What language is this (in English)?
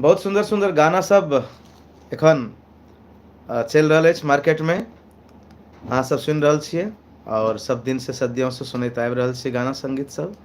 Maithili